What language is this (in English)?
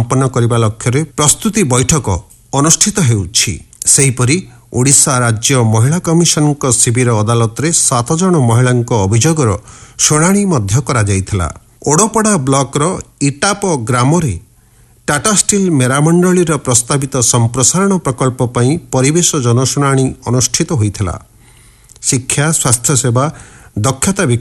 Odia